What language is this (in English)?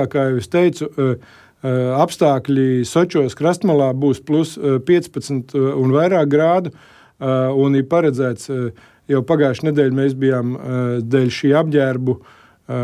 Latvian